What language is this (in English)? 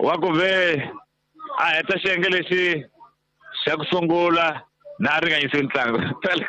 Tsonga